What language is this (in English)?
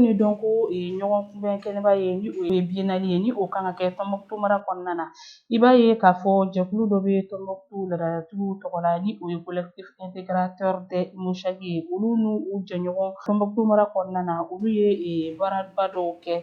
Bambara